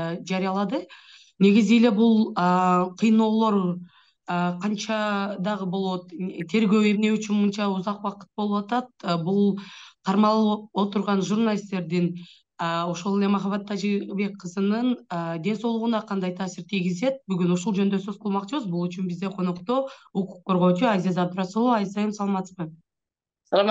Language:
Kyrgyz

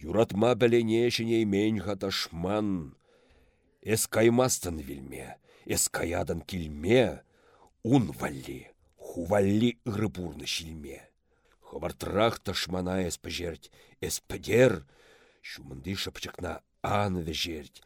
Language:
Chuvash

